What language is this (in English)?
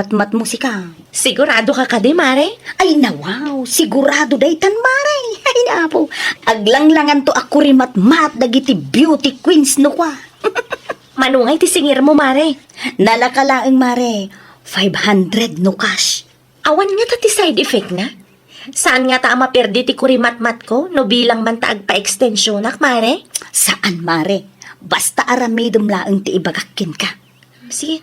Iloko